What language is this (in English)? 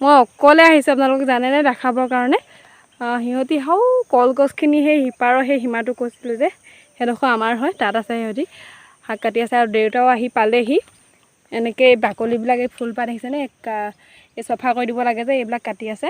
Assamese